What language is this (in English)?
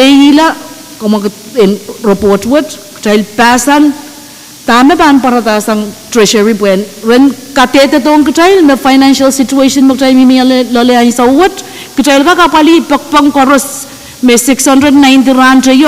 Pohnpeian